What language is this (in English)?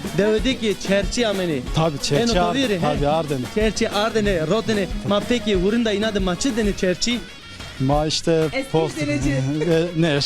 Zaza